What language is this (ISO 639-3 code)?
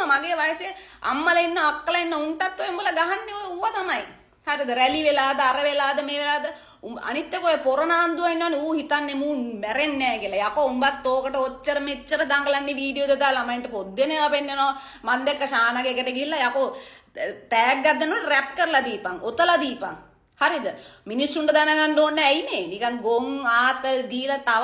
sin